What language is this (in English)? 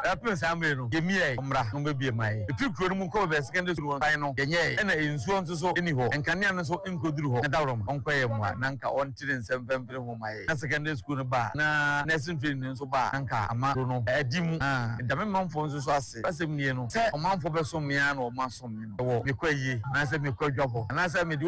Akan